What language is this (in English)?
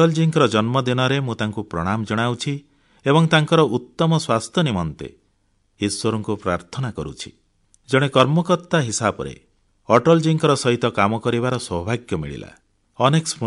Odia